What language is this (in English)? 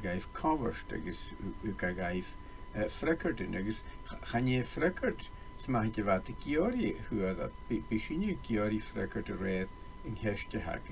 Scottish Gaelic